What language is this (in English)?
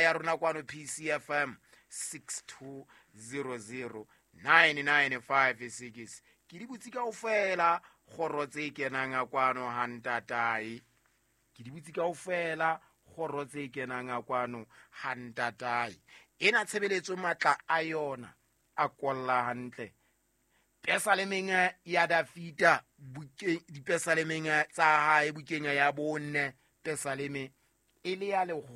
Southern Sotho